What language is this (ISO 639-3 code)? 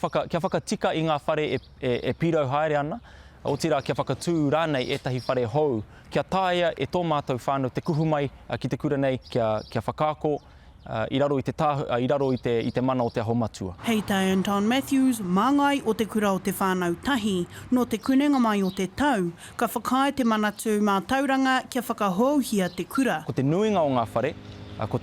mri